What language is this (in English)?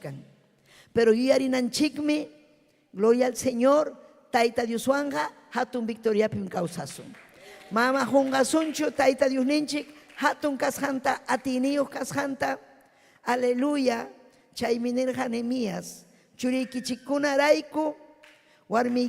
Ayacucho Quechua